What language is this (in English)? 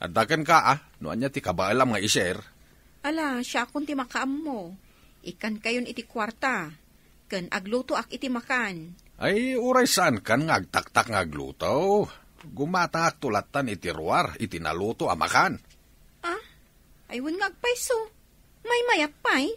Iloko